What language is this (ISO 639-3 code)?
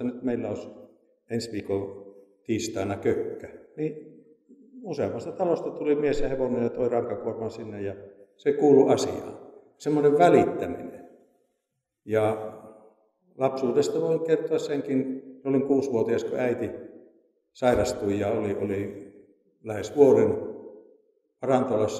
fin